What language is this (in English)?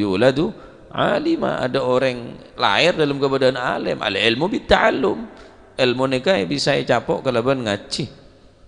Madurese